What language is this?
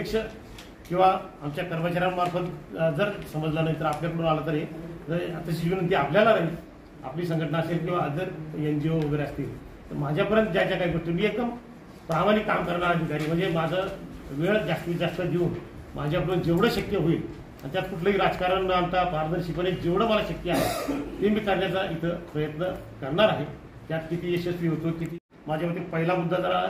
Marathi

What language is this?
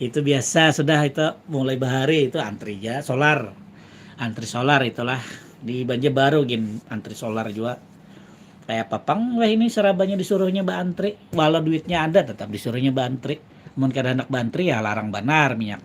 Banjar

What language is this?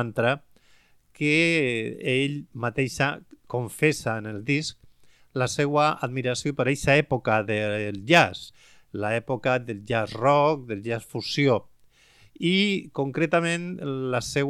Catalan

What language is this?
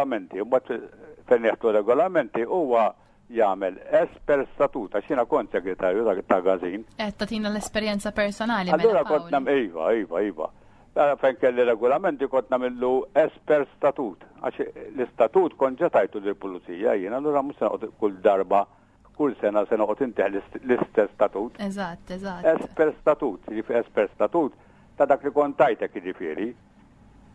Maltese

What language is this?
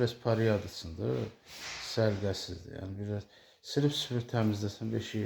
Azerbaijani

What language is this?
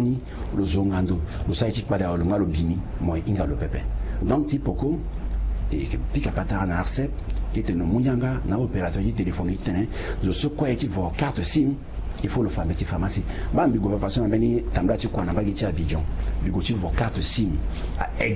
Sango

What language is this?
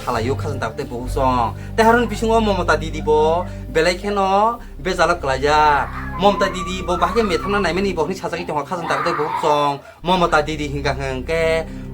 Kok Borok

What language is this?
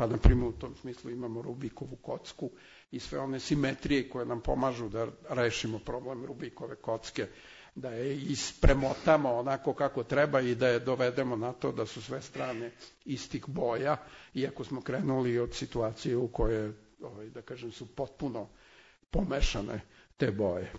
Serbian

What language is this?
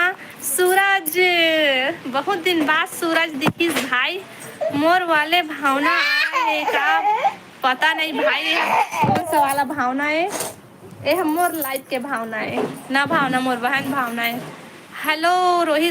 Chhattisgarhi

